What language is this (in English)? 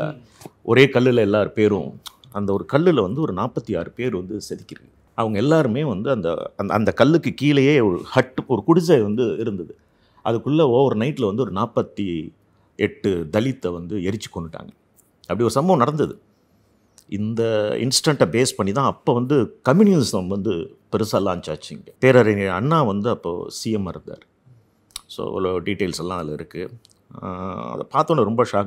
Tamil